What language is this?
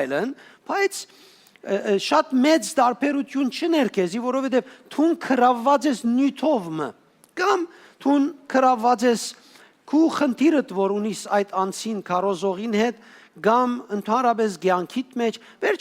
Western Armenian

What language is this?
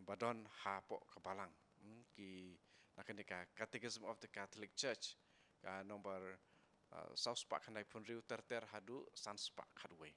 Khasi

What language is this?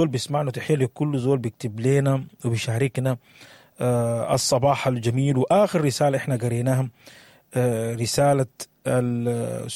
Sudanese Arabic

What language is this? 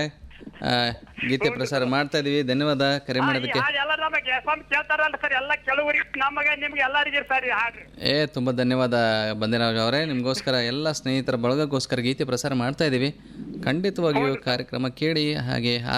Kannada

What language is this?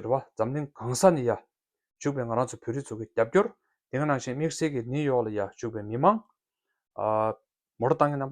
Tibetan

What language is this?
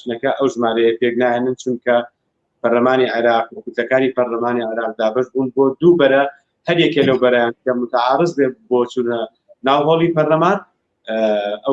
Central Kurdish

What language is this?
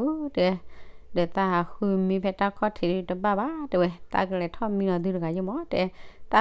S'gaw Karen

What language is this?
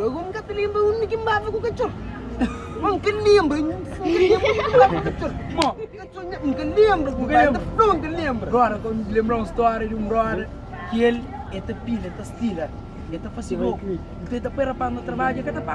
Kabuverdianu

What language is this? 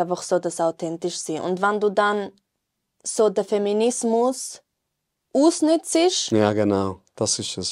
Swiss German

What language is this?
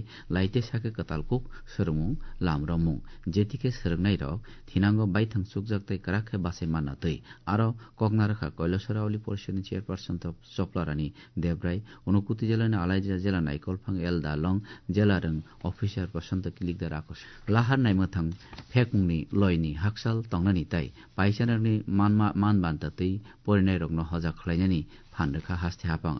Kok Borok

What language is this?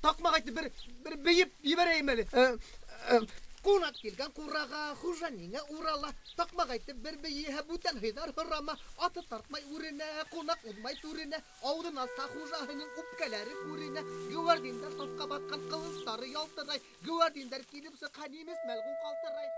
Bashkir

